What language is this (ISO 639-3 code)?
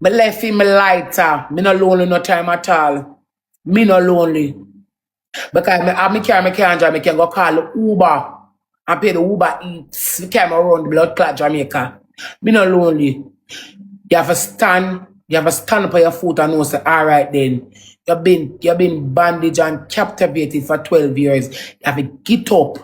jam